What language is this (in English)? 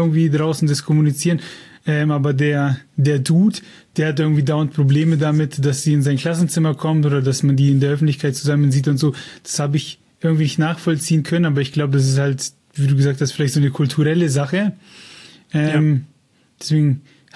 German